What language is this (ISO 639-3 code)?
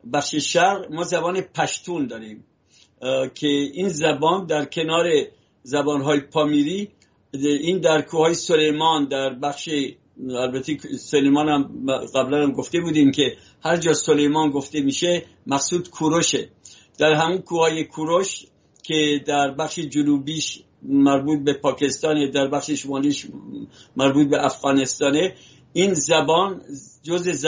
fas